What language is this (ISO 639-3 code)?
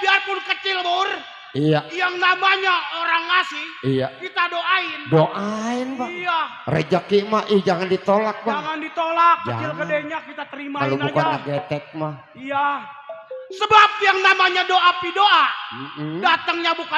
bew